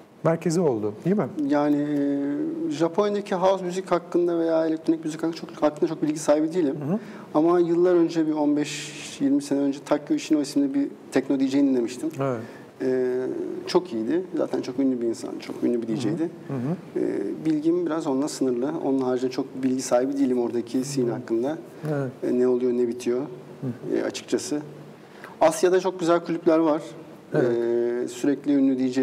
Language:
Turkish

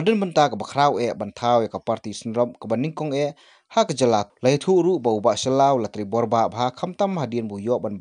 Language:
Khasi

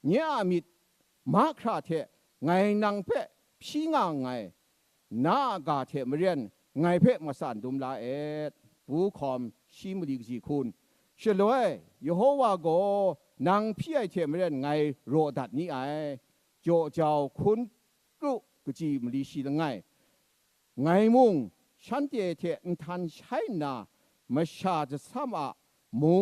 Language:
Kachin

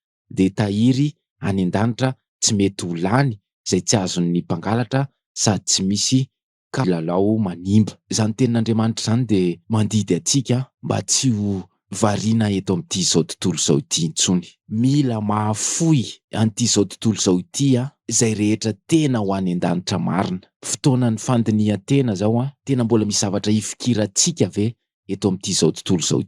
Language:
Malagasy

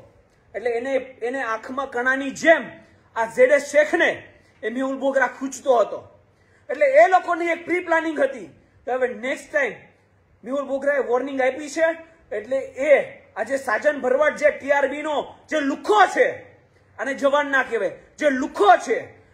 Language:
Gujarati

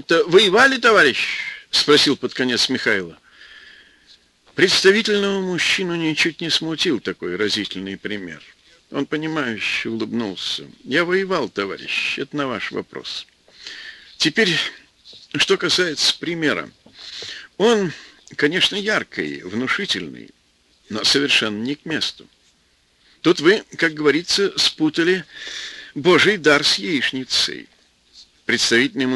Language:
Russian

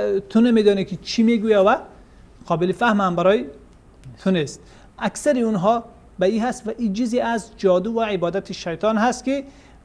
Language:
Persian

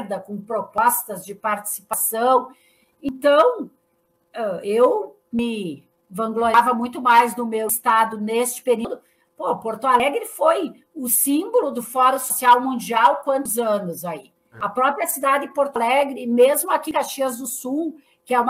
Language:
Portuguese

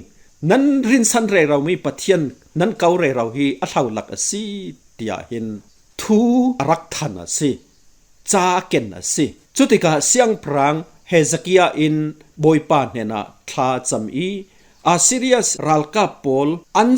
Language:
Falam Chin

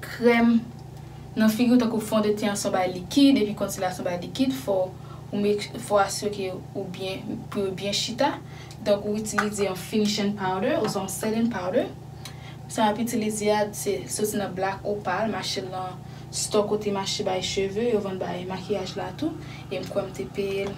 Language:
Haitian Creole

